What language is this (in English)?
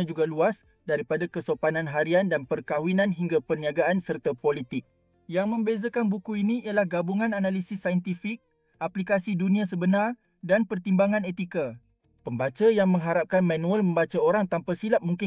Malay